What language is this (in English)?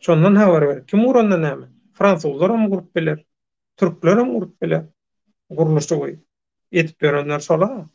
Turkmen